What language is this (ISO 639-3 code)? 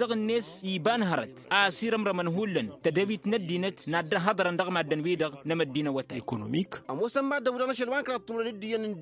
taq